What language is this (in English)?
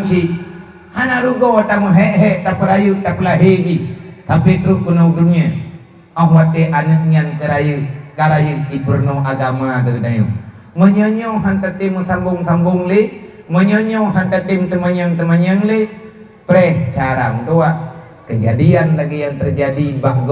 Achinese